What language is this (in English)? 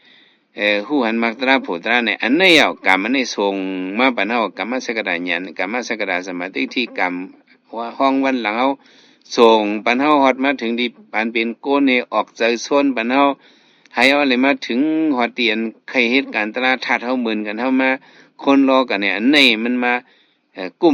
Shan